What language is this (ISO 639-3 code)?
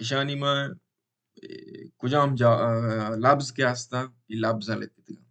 bal